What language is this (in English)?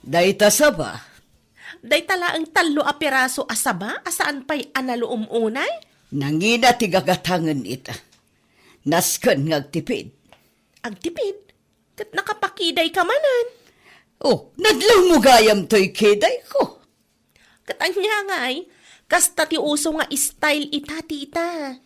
Iloko